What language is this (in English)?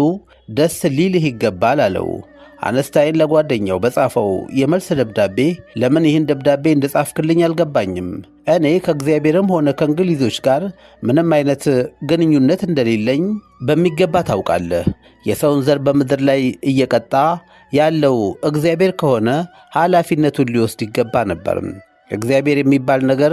Amharic